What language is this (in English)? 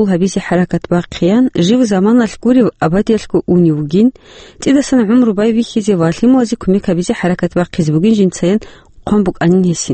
Avaric